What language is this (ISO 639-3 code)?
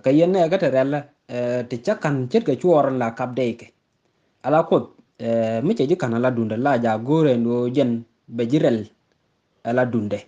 nus